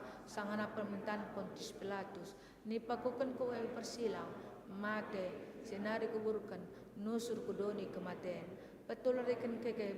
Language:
Batak Karo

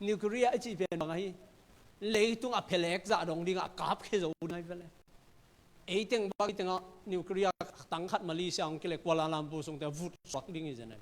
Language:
Tedim Chin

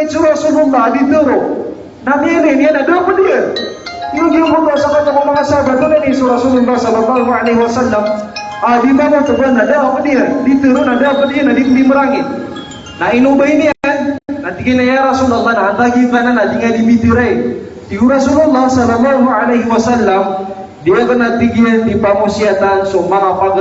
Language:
Maranao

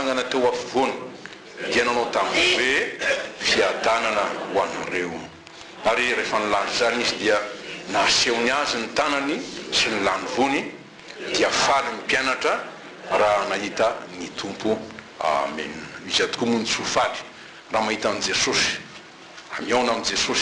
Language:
Malagasy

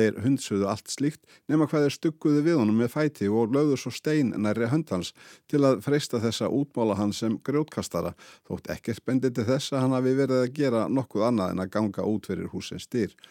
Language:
Icelandic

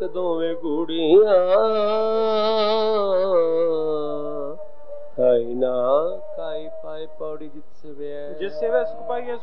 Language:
Punjabi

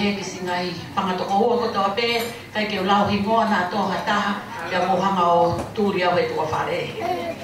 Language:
Tongan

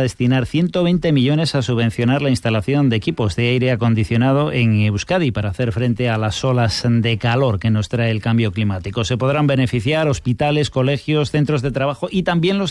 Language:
Spanish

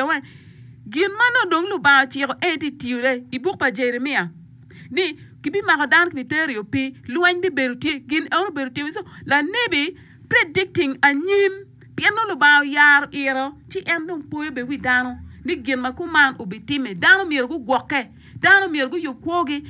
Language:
Acoli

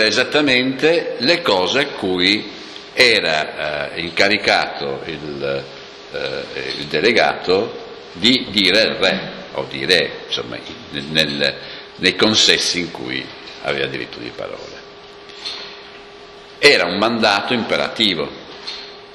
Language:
Italian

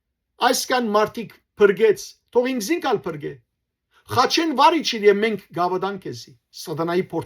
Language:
Western Armenian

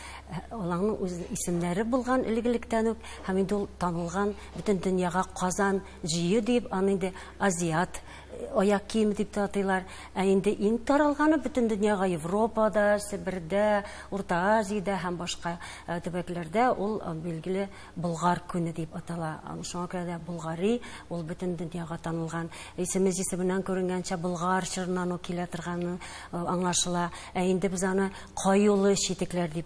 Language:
Tatar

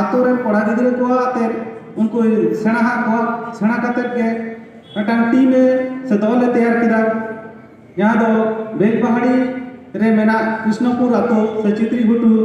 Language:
Santali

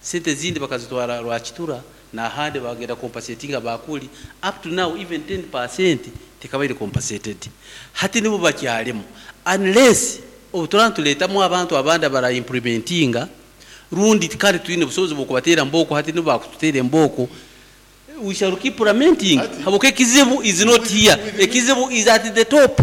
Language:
Nyankole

